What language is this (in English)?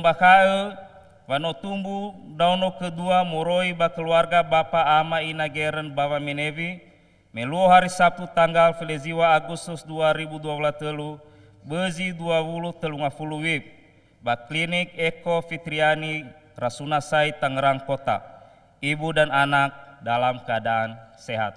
Nias